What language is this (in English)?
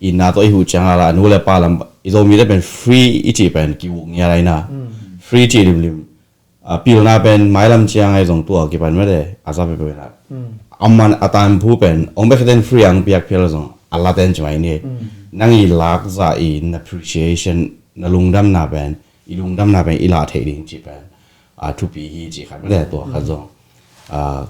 Tedim Chin